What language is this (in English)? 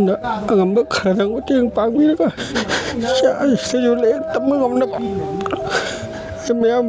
Manipuri